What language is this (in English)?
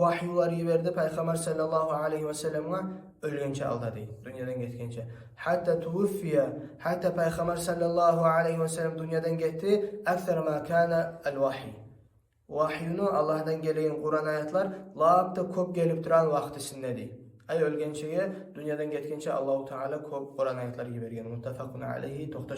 Kumyk